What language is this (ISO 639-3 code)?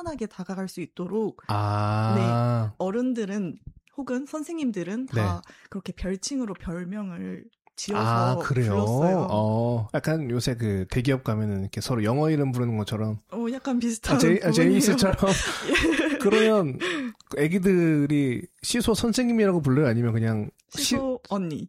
kor